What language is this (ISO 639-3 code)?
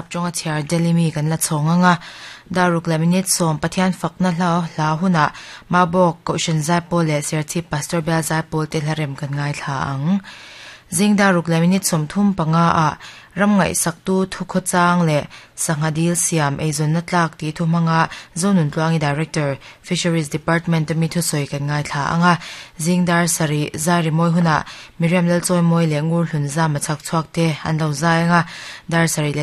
lus